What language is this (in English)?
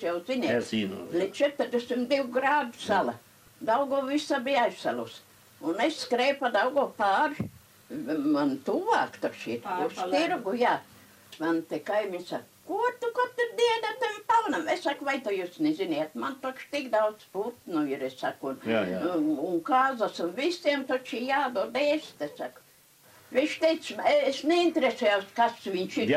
Latvian